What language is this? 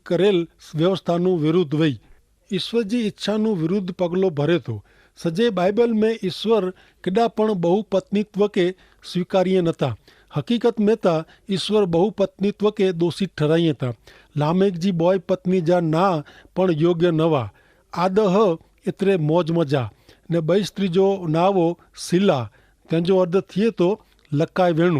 Kachhi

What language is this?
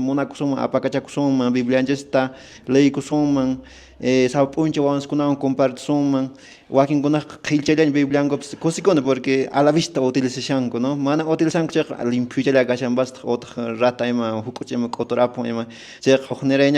Quechua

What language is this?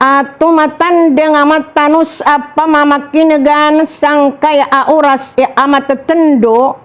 Maranao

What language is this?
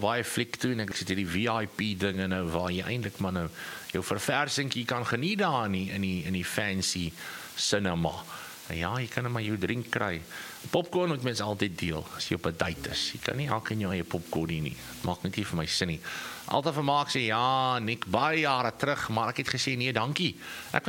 Afrikaans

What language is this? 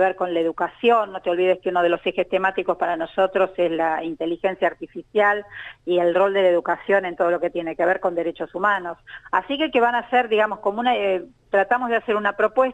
Spanish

